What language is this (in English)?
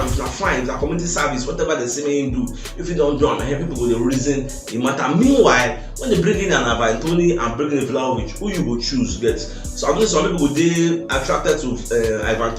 Nigerian Pidgin